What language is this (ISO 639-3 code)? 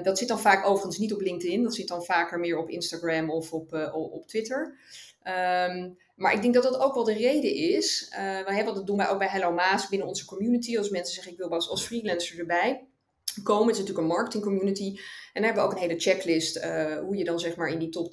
nld